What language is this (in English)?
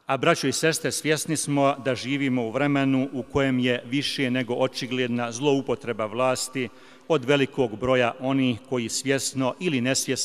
Bosnian